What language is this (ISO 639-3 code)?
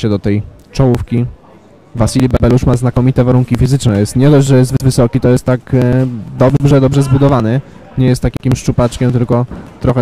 pol